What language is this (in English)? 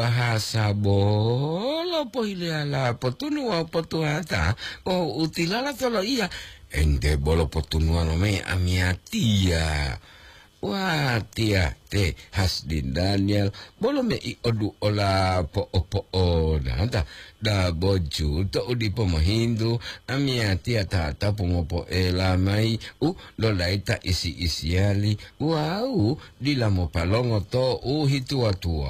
Gorontalo